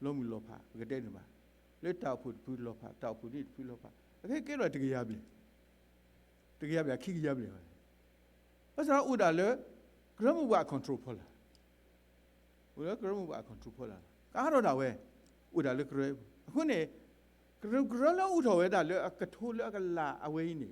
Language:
S'gaw Karen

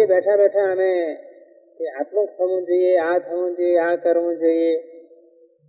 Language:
Gujarati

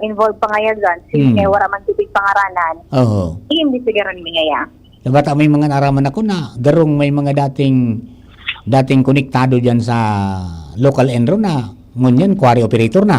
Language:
Bikol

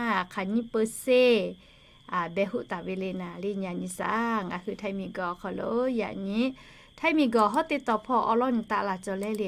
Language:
Lahu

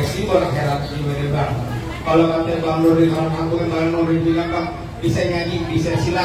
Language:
Betawi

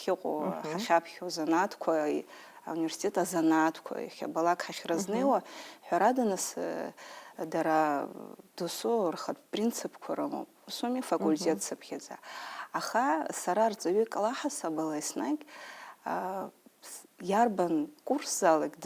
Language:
Abkhazian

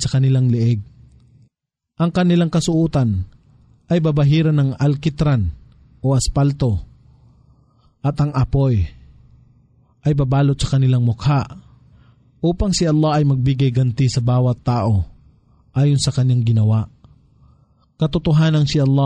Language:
Filipino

